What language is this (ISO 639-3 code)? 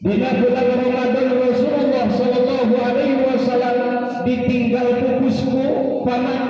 sun